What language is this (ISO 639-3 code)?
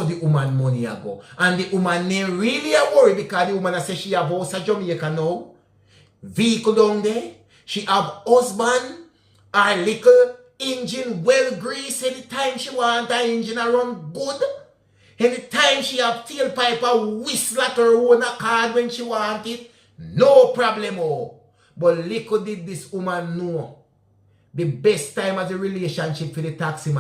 jam